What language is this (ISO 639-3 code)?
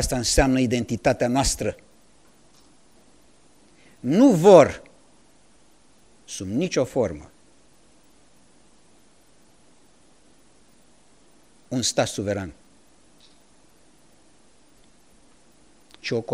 ron